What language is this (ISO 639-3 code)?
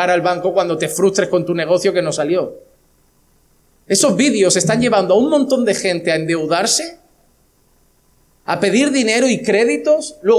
spa